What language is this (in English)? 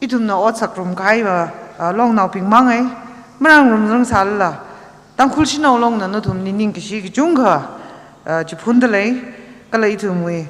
Tangkhul Naga (India)